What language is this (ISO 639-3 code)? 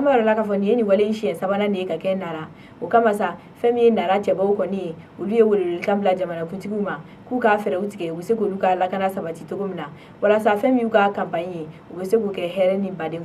bam